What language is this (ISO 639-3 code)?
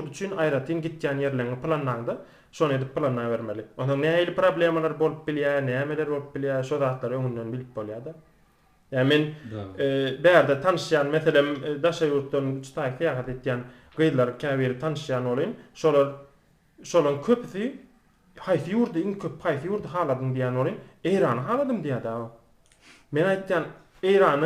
tuk